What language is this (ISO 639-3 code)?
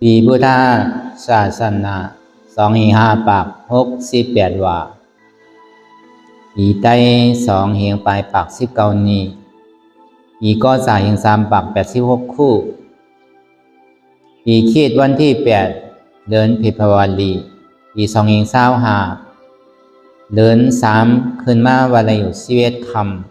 shn